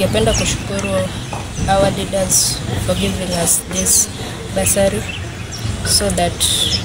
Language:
Gusii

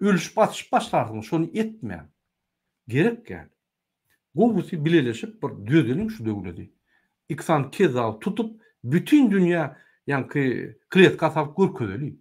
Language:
Turkmen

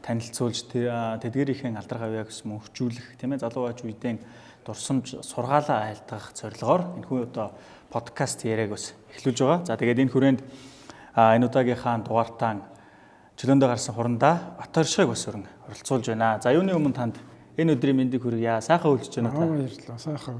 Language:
Mongolian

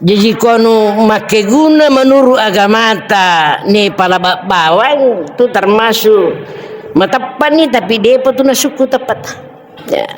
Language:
Buginese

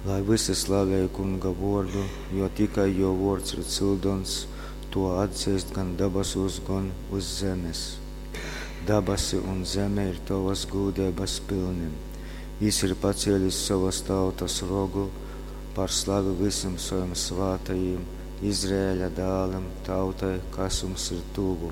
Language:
Latgalian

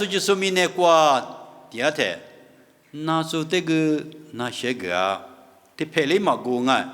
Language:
Lisu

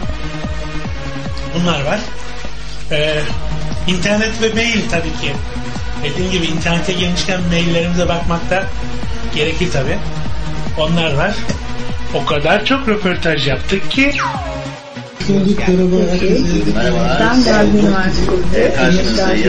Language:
Turkish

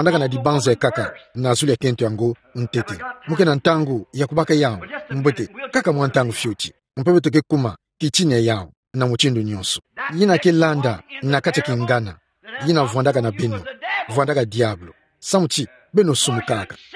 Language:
Kituba (Democratic Republic of Congo)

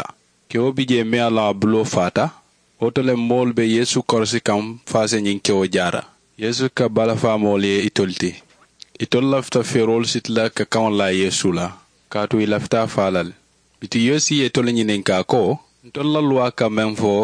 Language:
Mandingo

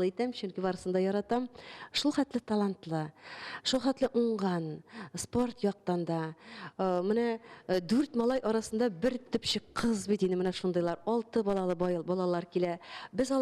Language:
Tatar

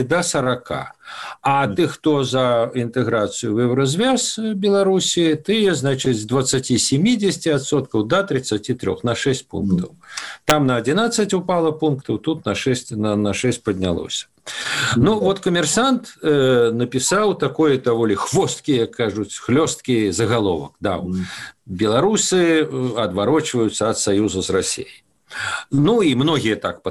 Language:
Belarusian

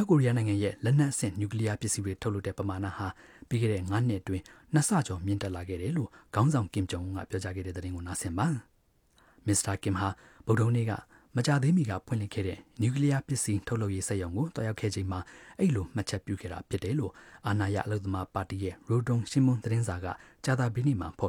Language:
Burmese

